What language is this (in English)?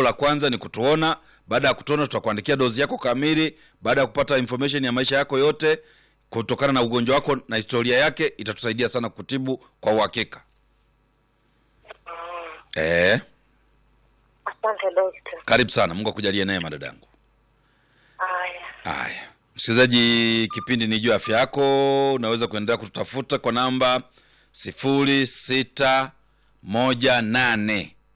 Swahili